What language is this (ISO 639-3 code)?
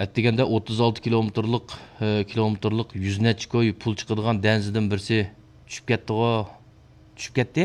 uig